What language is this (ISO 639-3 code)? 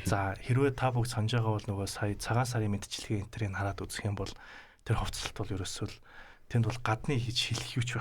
mon